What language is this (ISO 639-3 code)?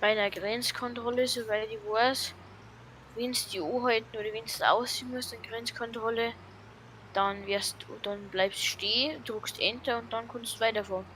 bar